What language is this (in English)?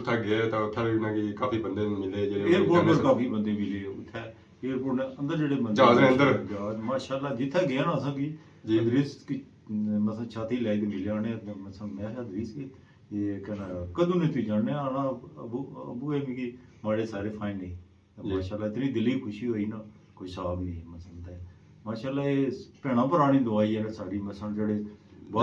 Pahari-Potwari